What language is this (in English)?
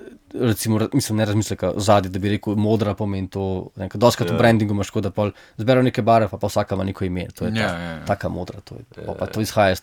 Slovenian